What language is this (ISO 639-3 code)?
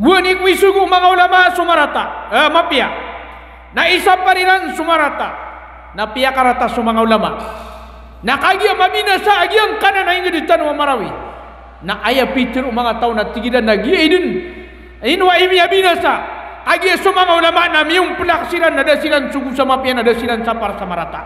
mrw